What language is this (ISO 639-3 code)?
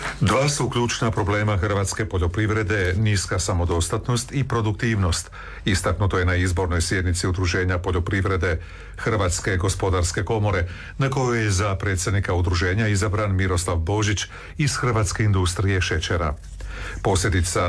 hrv